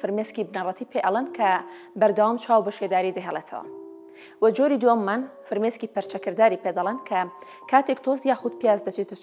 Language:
Central Kurdish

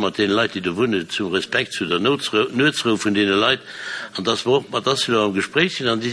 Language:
Luxembourgish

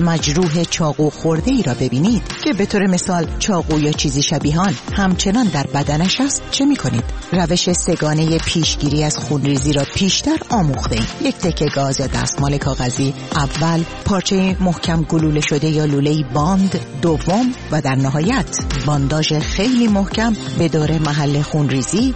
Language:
Persian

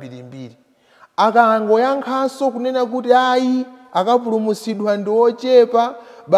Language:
Nyanja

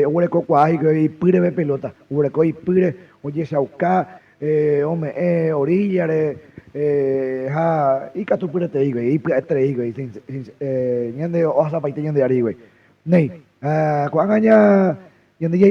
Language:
Guarani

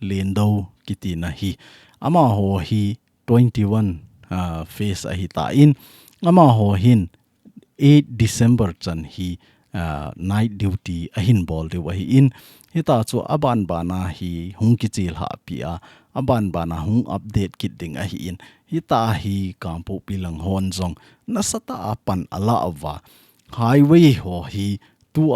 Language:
Thado Chin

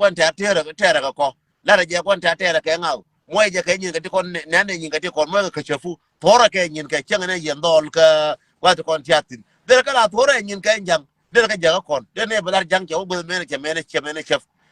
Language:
Nuer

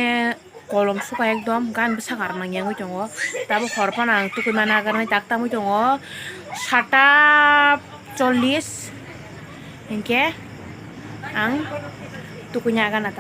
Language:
Kok Borok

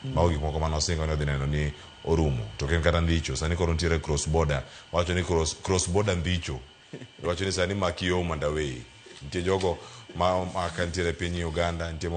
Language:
Luo (Kenya and Tanzania)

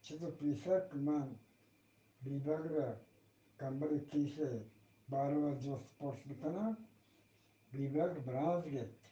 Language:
Eastern Balochi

